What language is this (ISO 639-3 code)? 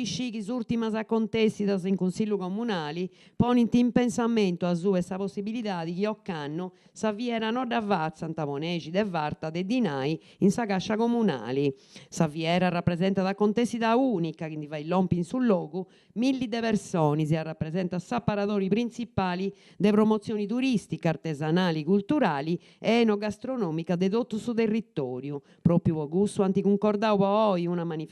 srd